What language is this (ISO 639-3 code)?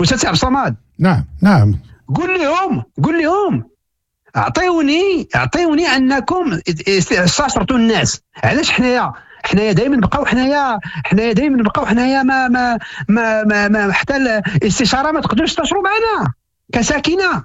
ary